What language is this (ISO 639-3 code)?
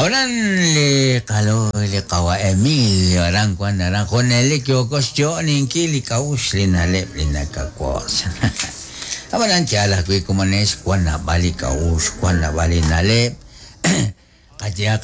kek